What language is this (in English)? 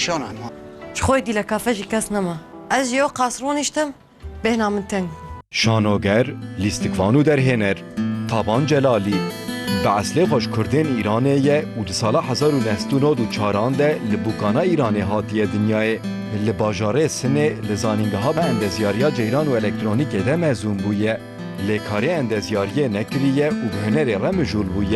Kurdish